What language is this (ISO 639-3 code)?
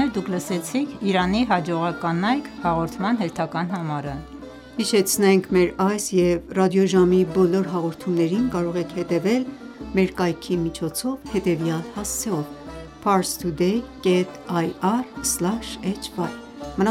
hye